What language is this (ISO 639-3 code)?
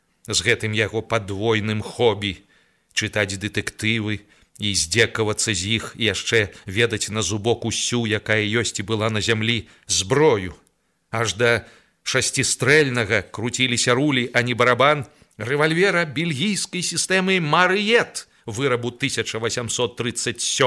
bel